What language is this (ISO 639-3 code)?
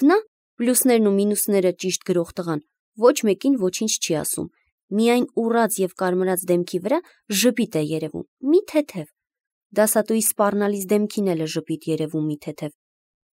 hye